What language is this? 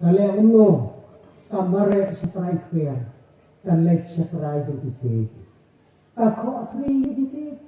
Khasi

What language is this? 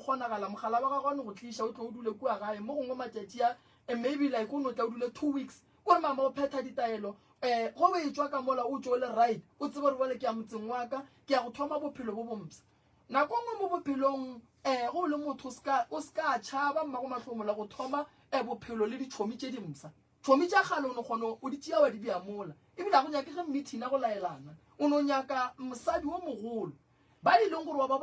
Northern Sotho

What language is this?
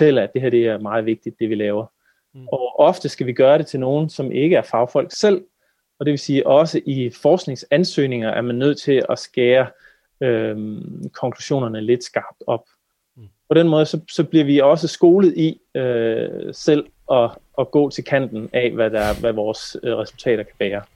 Danish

